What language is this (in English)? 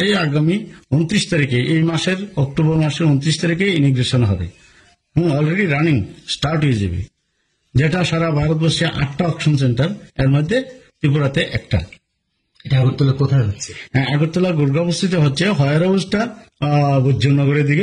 Bangla